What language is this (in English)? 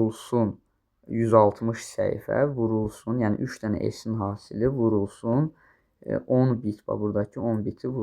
Azerbaijani